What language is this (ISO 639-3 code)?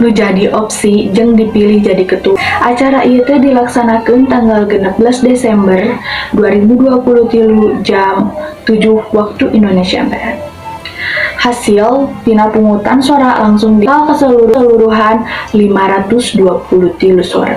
sun